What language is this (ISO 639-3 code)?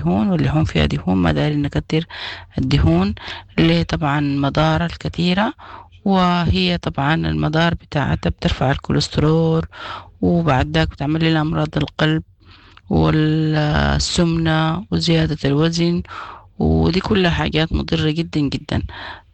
apd